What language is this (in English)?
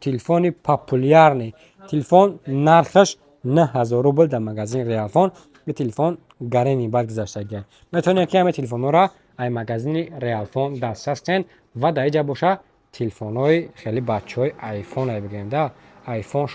Tajik